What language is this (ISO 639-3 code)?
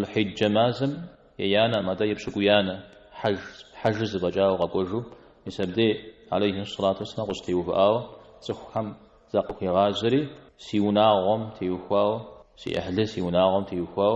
kbd